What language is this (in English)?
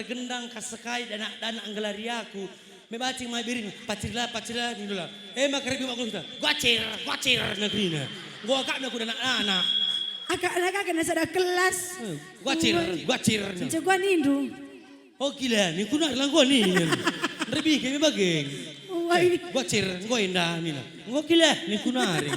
Batak Karo